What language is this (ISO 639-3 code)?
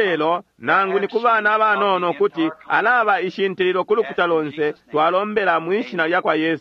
bem